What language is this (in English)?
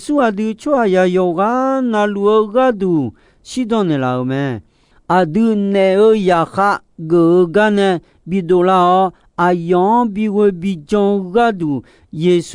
Akha